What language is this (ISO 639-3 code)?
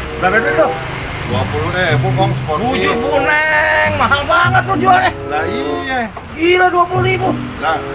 bew